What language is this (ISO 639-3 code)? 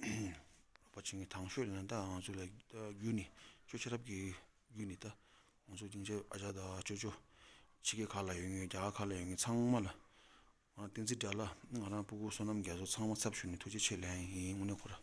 bod